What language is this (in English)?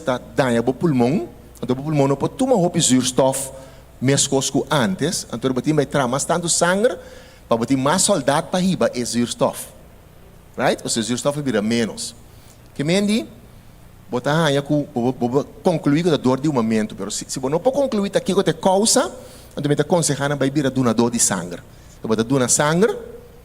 Papiamento